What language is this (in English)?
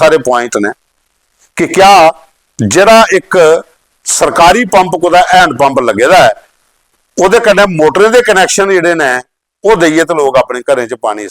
Dogri